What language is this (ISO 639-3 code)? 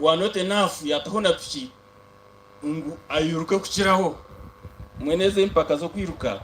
nyn